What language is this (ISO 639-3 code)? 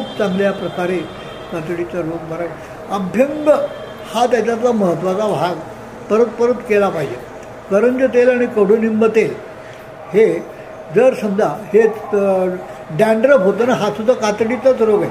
mar